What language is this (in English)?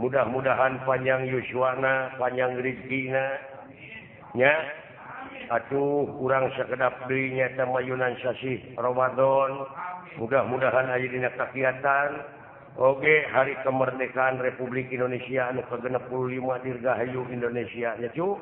Sundanese